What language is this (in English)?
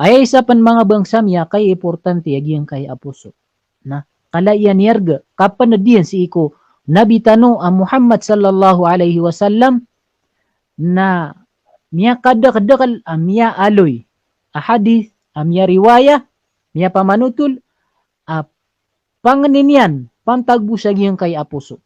Maranao